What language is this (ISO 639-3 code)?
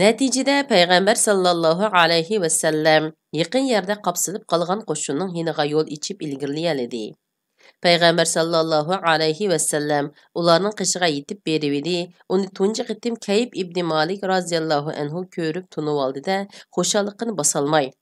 uig